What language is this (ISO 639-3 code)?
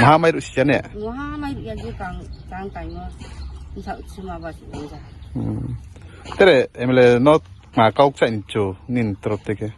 ria